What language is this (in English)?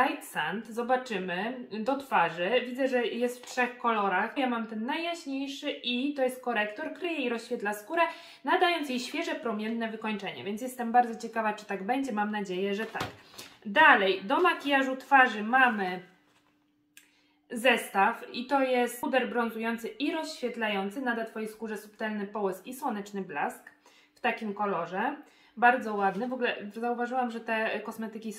Polish